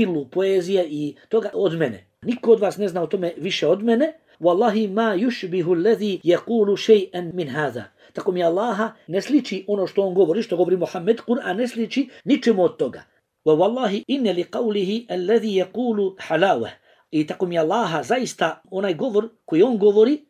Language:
Bosnian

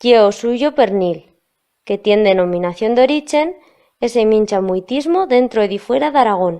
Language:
Aragonese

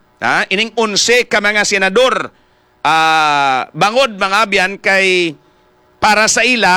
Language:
Hiligaynon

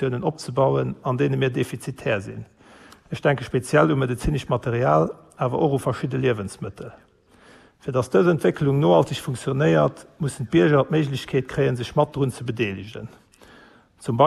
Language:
Luxembourgish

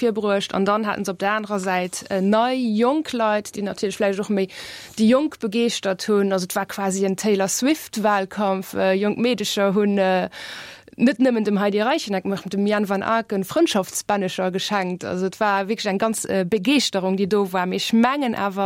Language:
Luxembourgish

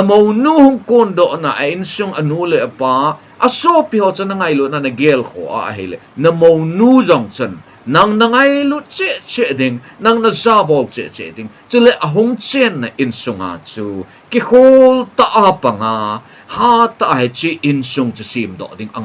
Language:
Thado Chin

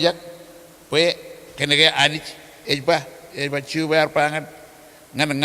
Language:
Marshallese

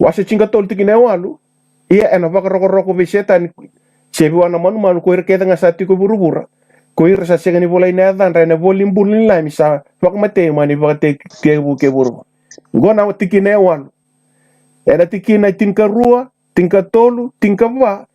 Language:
Fijian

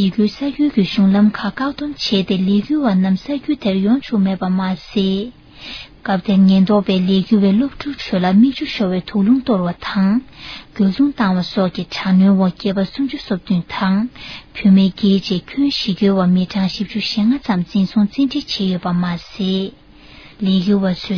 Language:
Tibetan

